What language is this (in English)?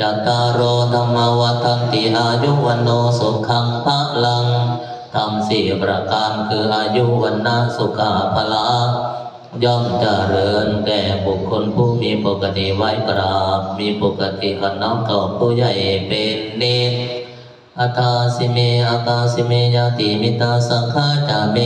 Northeastern Thai